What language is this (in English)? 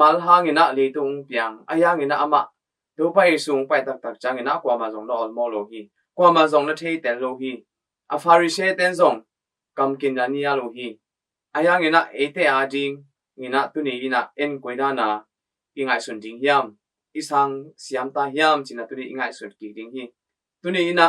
Tedim Chin